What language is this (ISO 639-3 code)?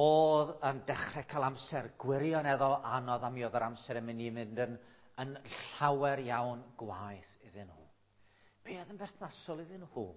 cym